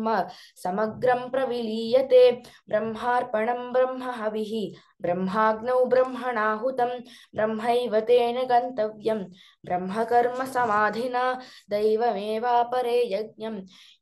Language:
Sanskrit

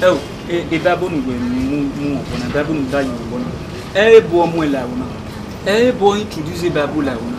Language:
Bini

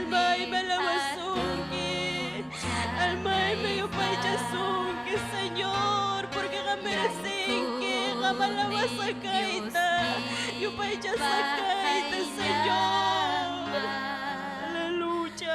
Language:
Ayacucho Quechua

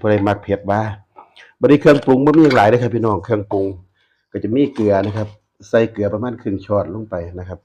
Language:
Northeastern Thai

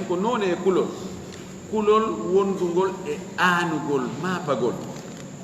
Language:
Fula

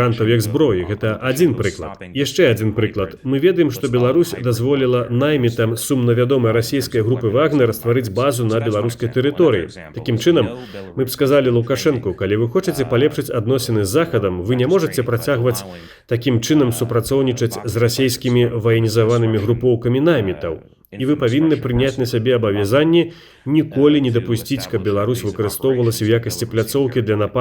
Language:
Belarusian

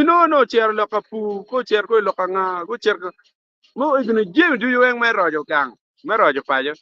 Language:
Acoli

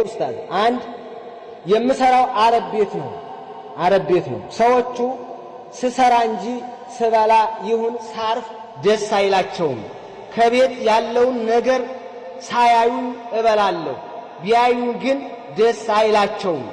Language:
Amharic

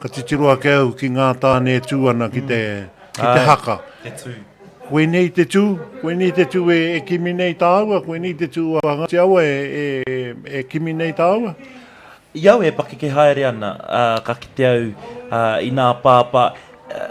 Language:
Māori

